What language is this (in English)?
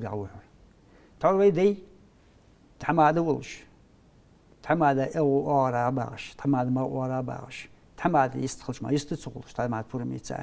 Ingush